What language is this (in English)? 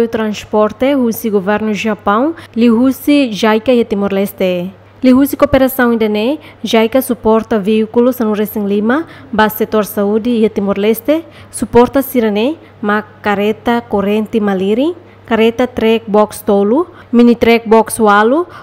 Tetum